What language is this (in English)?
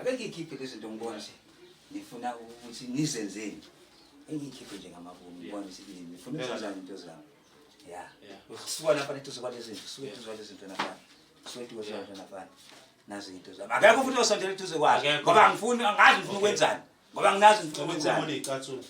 Zulu